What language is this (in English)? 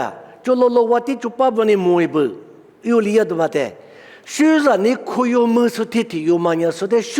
Lisu